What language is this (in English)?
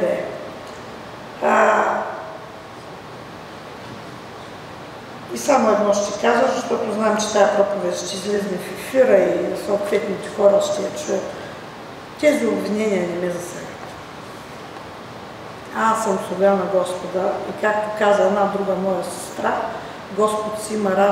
Bulgarian